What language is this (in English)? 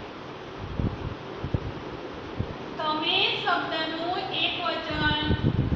Gujarati